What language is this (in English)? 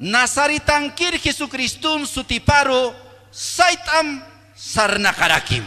Aymara